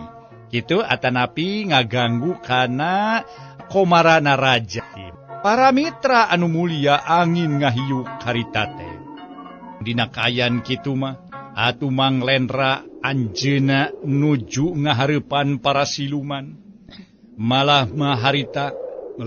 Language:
Sundanese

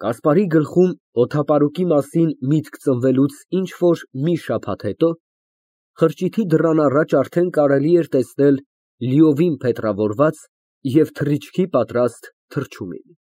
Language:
Armenian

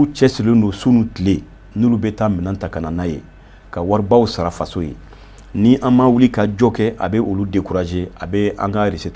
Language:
Bambara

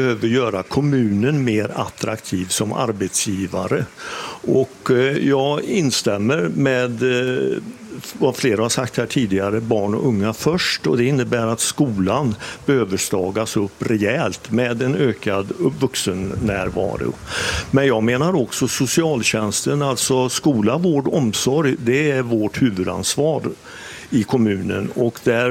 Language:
Swedish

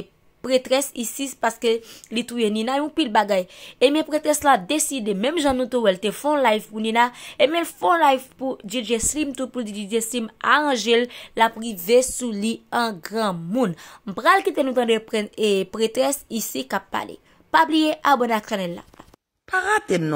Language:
Haitian Creole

